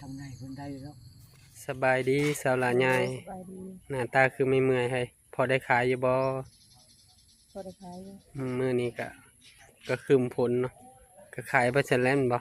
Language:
Northeastern Thai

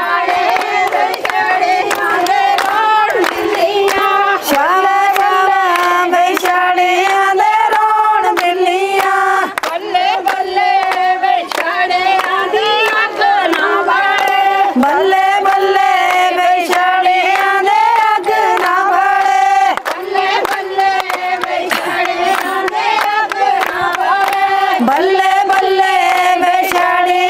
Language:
Punjabi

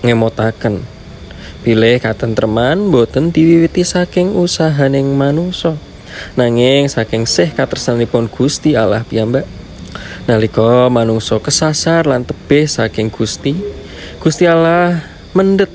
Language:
Javanese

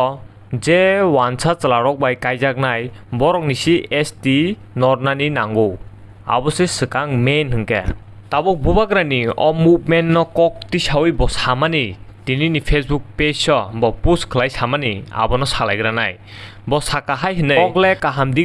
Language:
Kok Borok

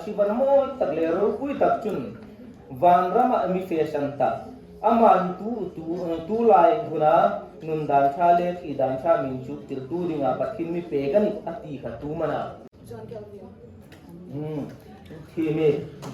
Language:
Hmar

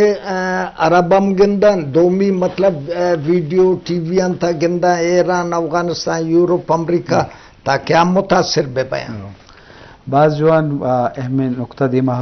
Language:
Eastern Balochi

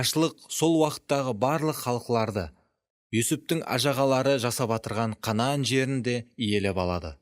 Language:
Kara-Kalpak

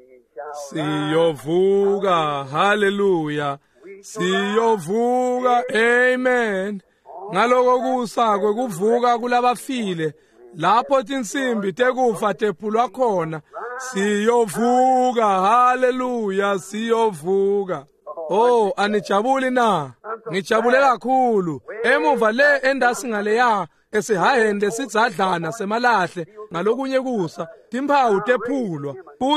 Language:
Swati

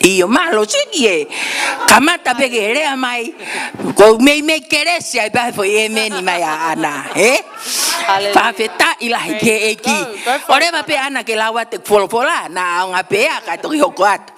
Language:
Tongan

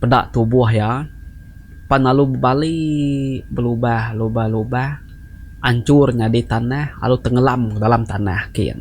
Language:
Iban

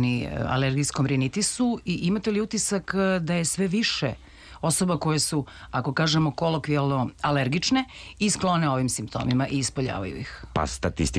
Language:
Serbian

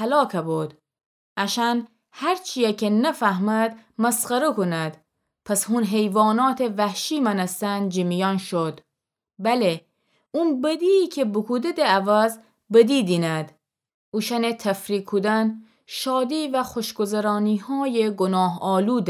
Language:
Gilaki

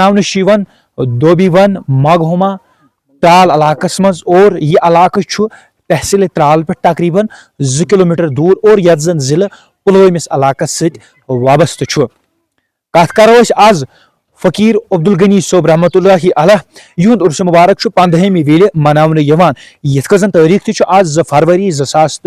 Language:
Kashmiri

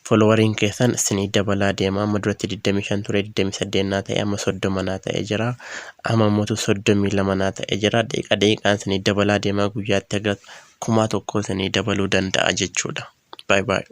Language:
Oromo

